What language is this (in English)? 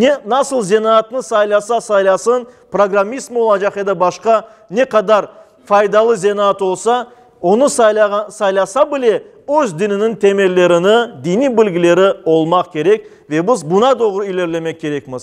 Crimean Tatar